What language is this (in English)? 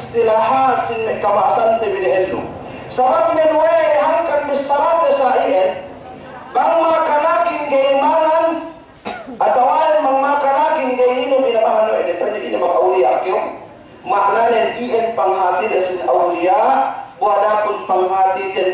Yakan